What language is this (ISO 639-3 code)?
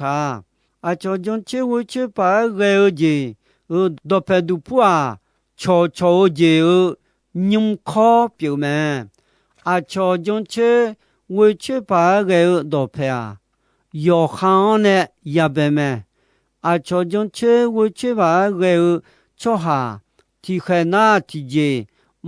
ahk